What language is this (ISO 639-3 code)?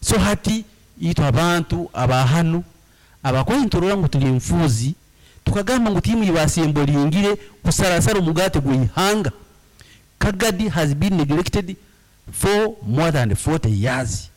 nyn